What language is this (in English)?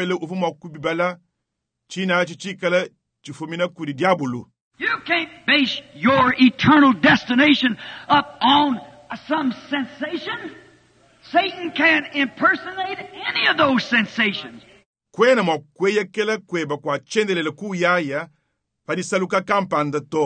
Luba-Lulua